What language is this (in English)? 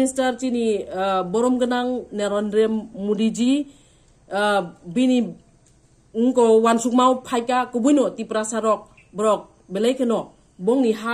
Kok Borok